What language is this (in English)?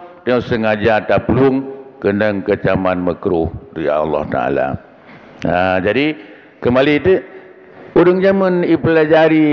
Achinese